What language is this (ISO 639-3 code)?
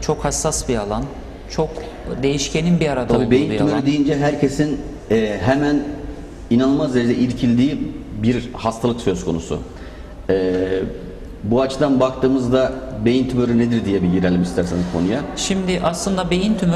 tur